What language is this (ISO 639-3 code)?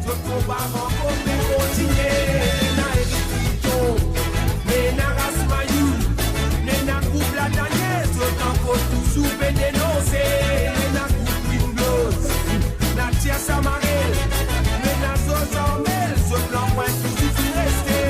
mfe